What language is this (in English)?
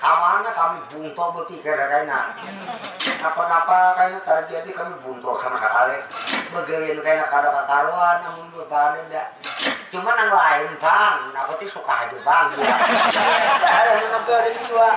Banjar